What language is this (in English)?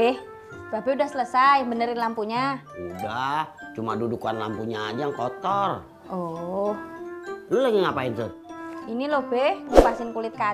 Betawi